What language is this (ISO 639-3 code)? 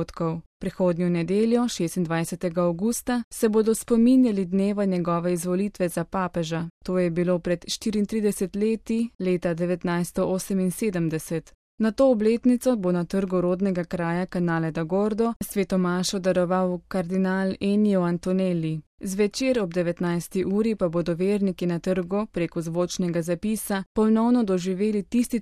slv